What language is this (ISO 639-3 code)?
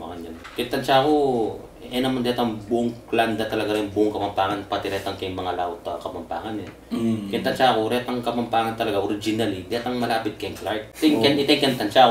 pam